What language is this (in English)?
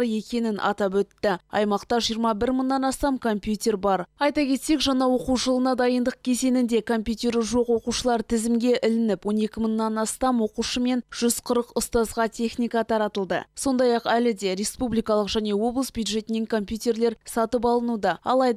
Kazakh